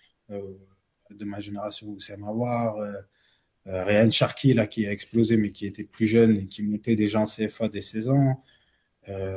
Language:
French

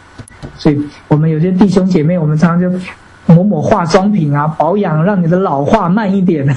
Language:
Chinese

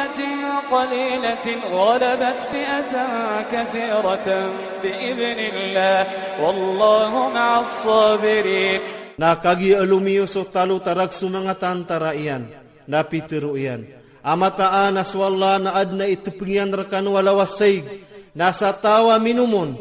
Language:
Iranun (Philippines)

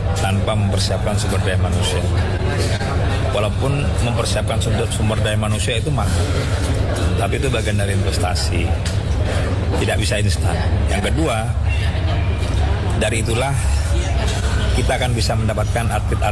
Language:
Indonesian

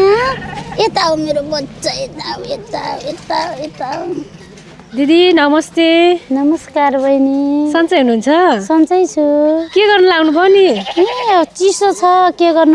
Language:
Nepali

